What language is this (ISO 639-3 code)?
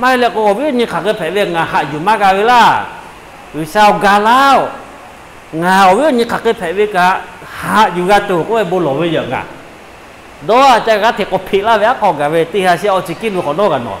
lhu